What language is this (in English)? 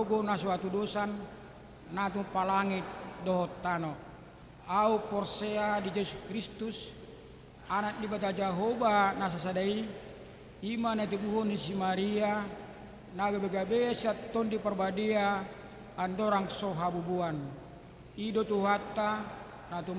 Batak Toba